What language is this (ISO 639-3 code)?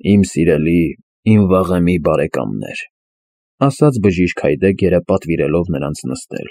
hye